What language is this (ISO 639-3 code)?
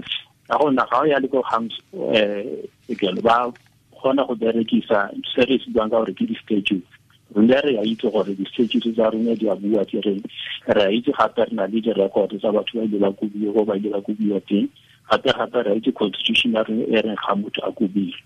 tsn